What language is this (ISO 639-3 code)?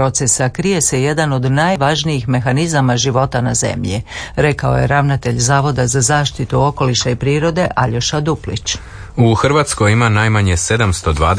hrv